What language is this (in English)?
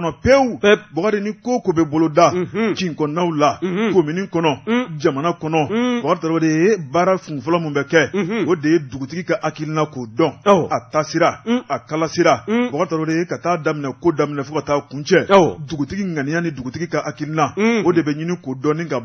Bambara